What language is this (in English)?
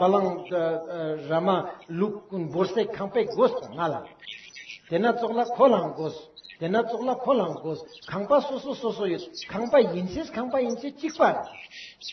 Ladakhi